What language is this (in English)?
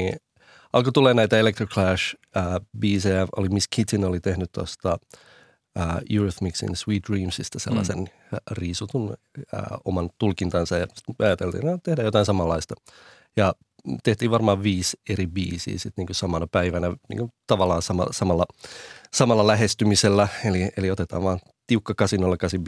Finnish